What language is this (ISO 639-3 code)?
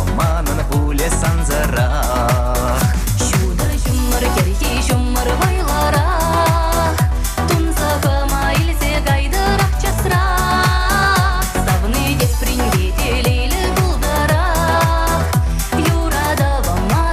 chv